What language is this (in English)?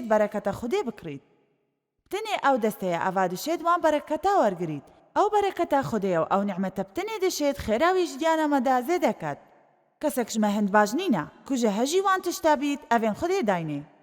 Kurdish